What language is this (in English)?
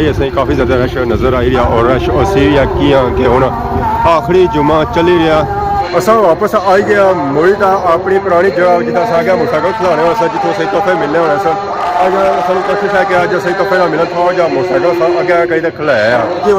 Pahari-Potwari